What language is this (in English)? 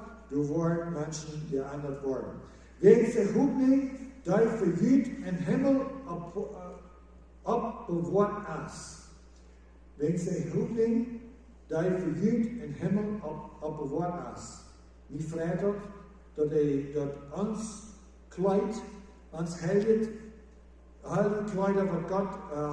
Plautdietsch